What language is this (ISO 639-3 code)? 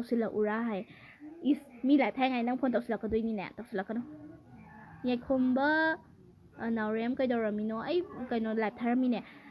mni